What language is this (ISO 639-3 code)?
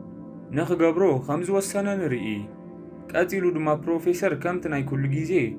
tir